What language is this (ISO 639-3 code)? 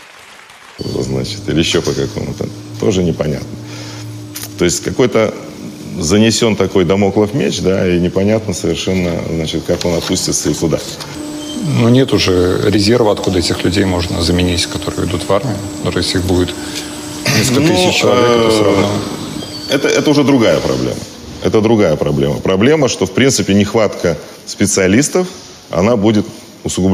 rus